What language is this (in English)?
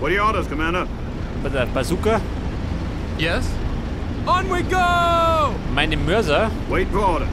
Bavarian